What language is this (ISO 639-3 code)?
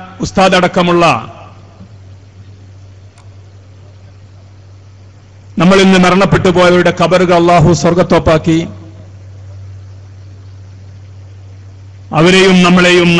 mal